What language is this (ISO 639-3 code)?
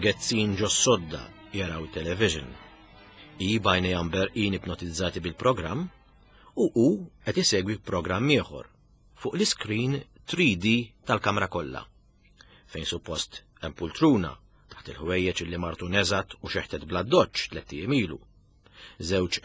mlt